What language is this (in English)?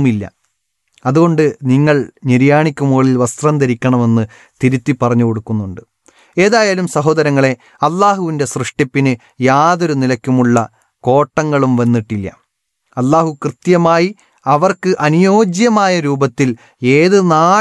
Malayalam